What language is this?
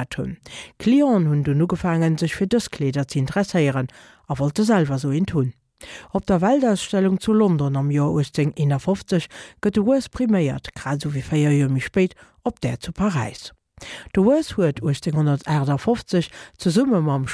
Luxembourgish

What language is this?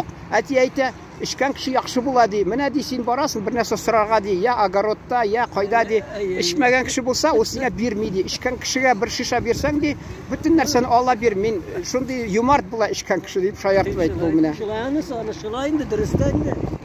Tatar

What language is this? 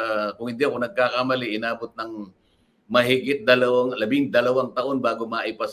Filipino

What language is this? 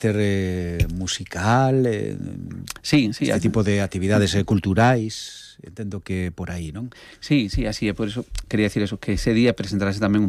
Galician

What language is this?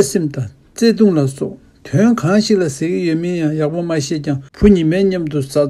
Tibetan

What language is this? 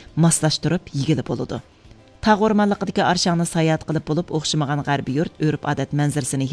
Uyghur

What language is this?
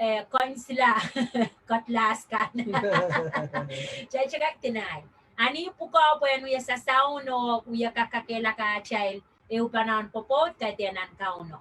Pohnpeian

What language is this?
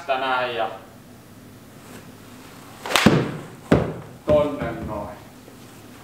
Finnish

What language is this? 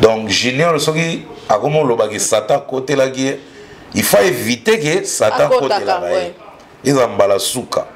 Lingala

